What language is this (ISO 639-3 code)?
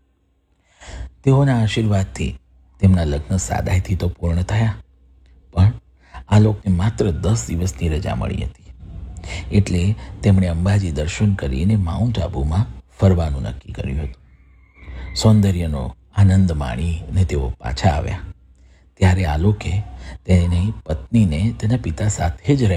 guj